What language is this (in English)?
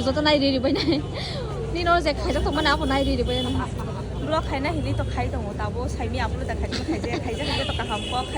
Kok Borok